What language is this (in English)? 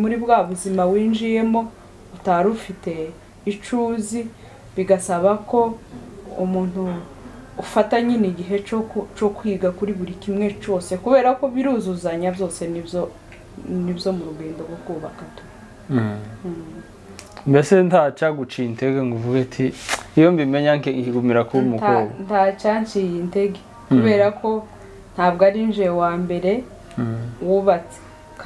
Kinyarwanda